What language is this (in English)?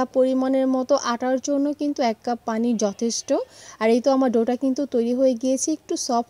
Bangla